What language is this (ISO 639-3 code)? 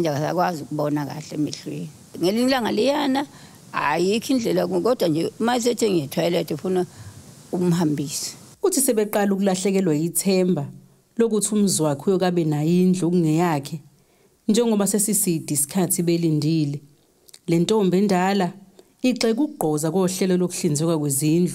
zul